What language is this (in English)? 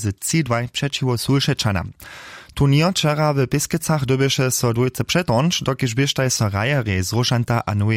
Upper Sorbian